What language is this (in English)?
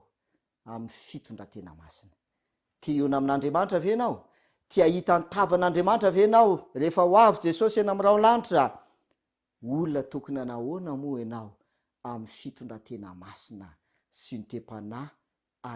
Malagasy